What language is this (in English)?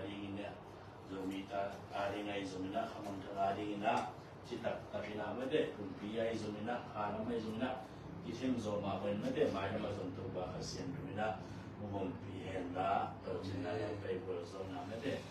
Tedim Chin